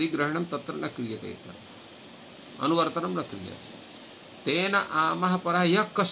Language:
Sanskrit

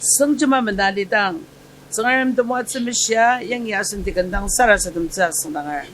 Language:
Ao Naga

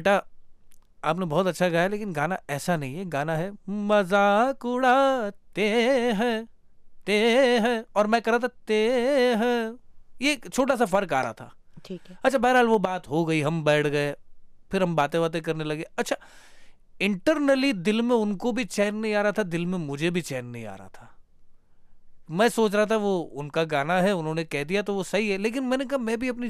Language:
Hindi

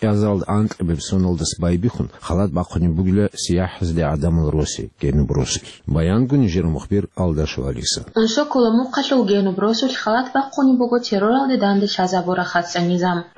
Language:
Avaric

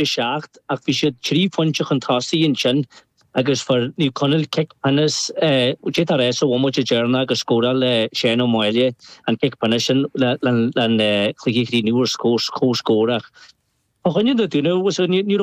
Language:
Irish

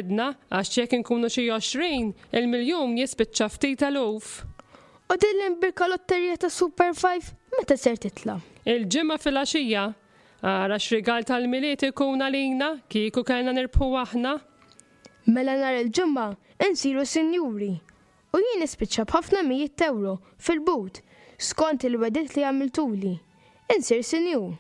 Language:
Maltese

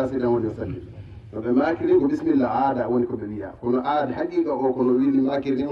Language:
Fula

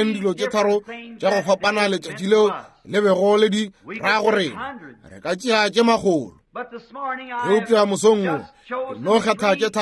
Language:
Northern Sotho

